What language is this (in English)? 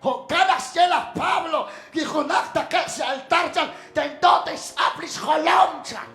Kekchí